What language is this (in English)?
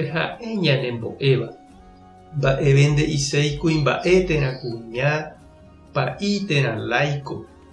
Guarani